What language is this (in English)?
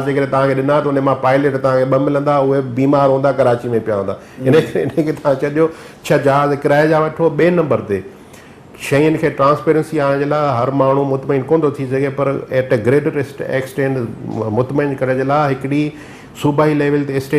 Sindhi